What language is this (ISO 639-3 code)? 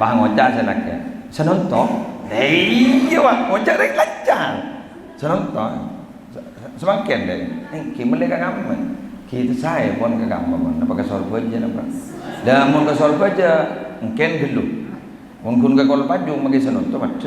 mad